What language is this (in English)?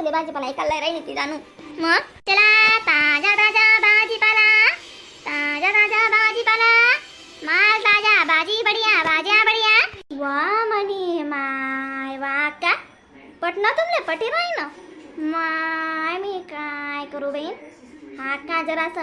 Khandesi